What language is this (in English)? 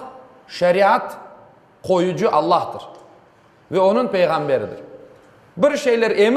Crimean Tatar